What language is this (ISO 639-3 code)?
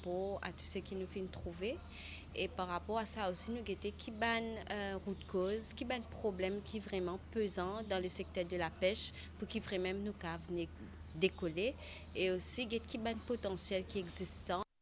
mfe